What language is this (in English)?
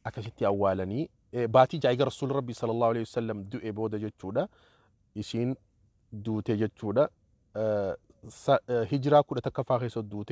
Oromo